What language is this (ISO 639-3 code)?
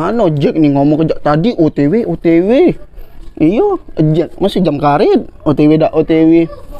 mui